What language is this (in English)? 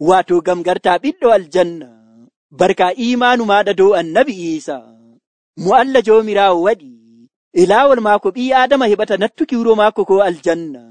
Nigerian Fulfulde